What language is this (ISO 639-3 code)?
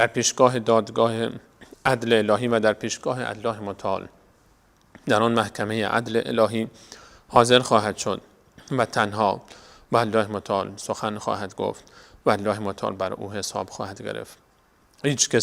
fas